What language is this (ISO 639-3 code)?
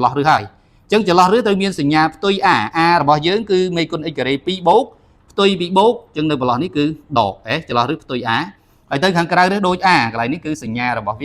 khm